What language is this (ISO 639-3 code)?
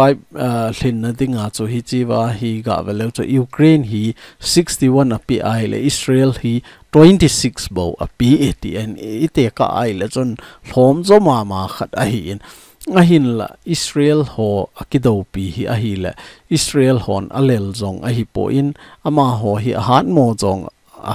tcz